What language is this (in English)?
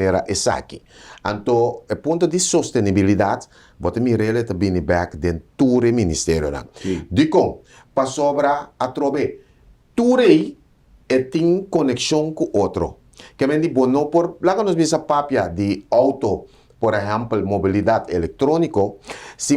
Papiamento